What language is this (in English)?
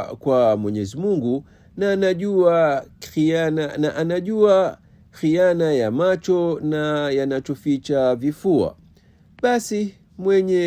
Swahili